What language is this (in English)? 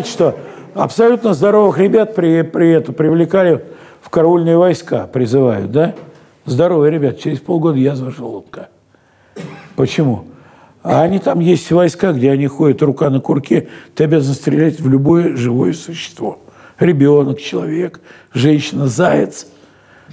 Russian